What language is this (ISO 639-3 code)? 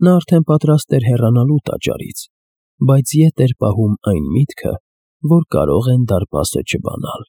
hye